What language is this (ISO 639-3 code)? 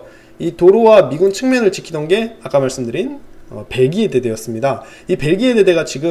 kor